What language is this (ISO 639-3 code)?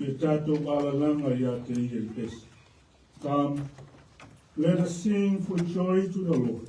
smo